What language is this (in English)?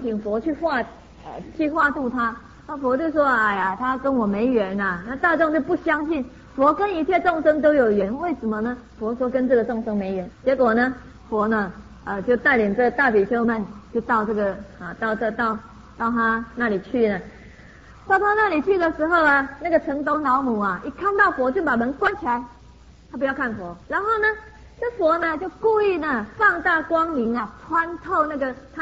Chinese